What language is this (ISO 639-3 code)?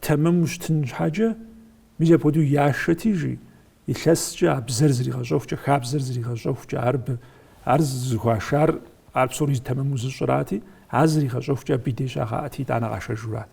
kbd